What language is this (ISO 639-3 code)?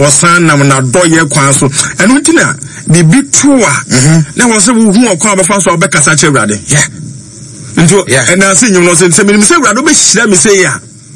aka